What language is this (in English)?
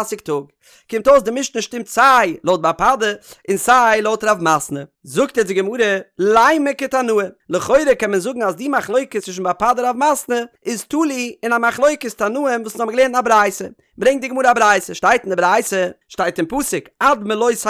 Yiddish